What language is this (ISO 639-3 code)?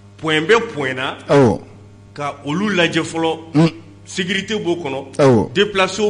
bam